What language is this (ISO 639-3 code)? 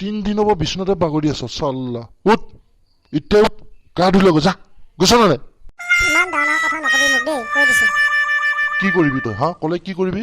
asm